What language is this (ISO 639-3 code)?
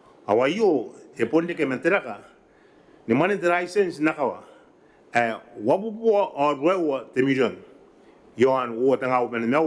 gil